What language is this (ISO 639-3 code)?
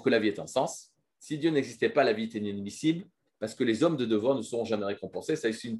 fra